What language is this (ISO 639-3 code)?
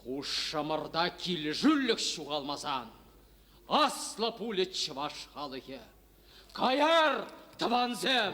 chv